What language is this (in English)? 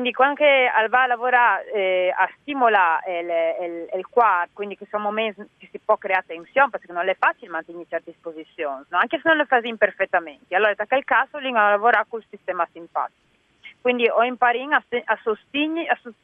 Friulian